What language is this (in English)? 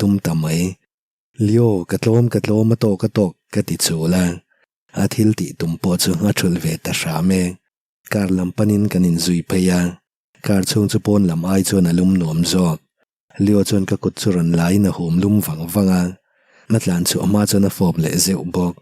Mizo